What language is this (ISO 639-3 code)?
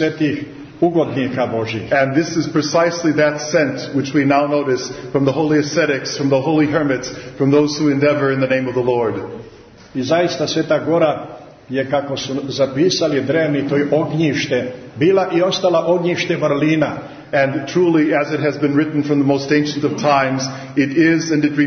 srp